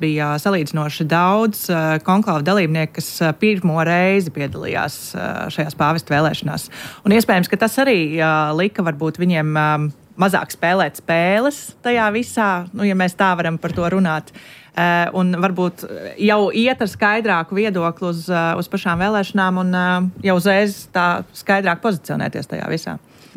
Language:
Latvian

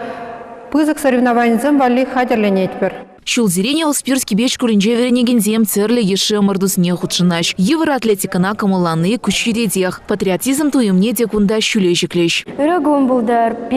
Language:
Chuvash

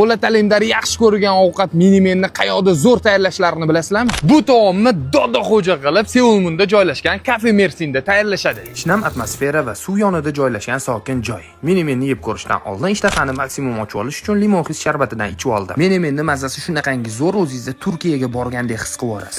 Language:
Uzbek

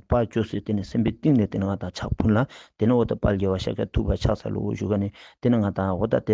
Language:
Ladakhi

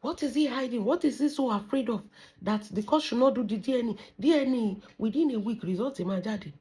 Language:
Yoruba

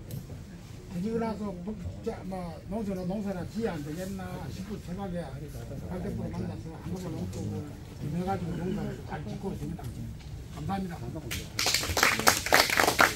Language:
Korean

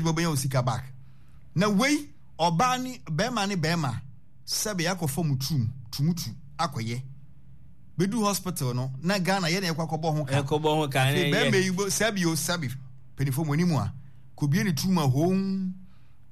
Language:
Akan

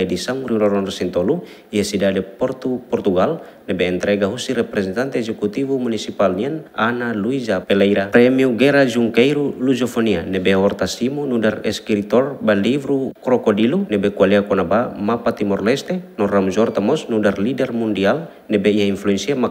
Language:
Tetum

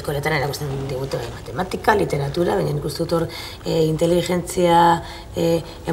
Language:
Basque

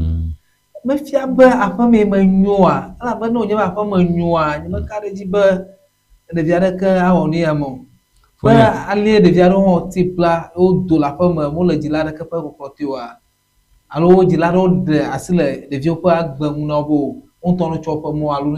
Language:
Ewe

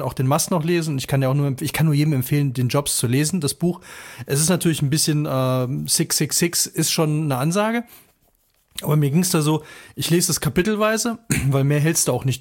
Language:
German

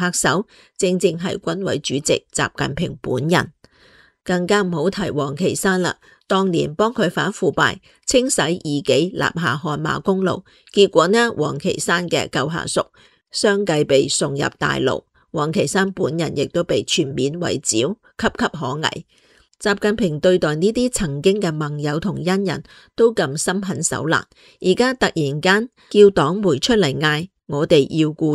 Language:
Cantonese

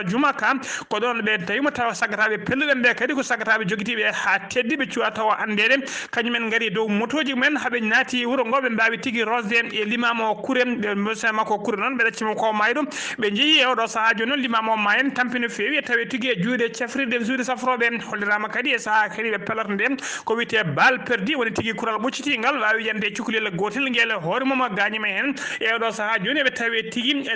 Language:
Fula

